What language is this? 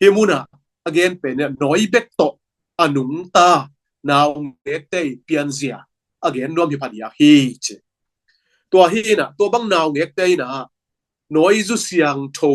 Tedim Chin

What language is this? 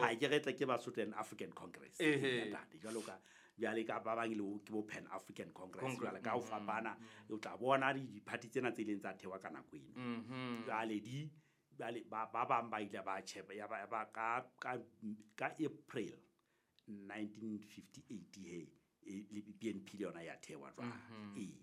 Southern Sotho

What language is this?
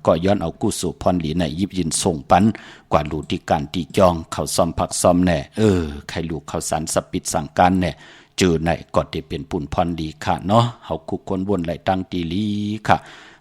Shan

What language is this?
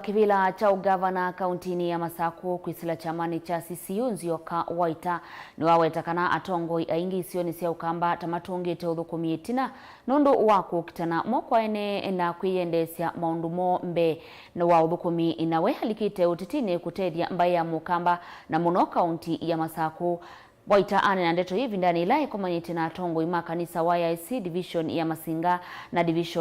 Kamba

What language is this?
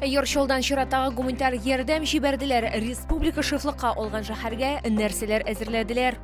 Tatar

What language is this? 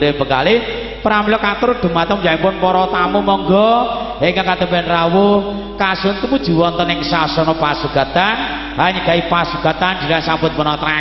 Javanese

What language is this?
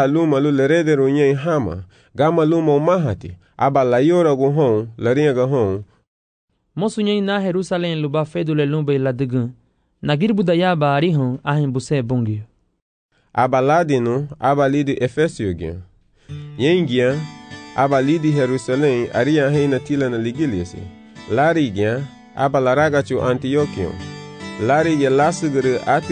Garifuna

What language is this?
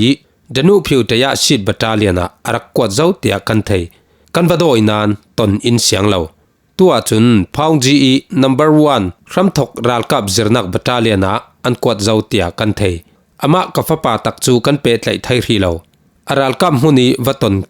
Falam Chin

